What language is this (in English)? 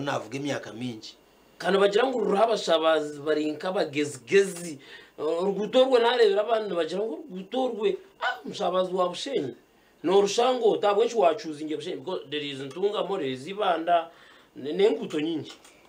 Nyankole